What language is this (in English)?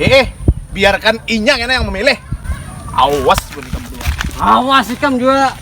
Banjar